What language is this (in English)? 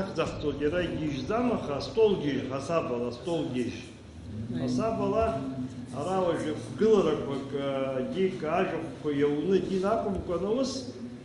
Abkhazian